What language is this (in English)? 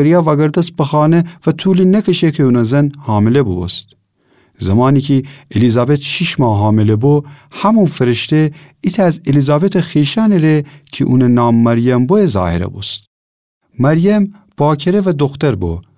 Gilaki